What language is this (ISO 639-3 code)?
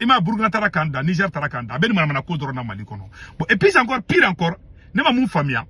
bam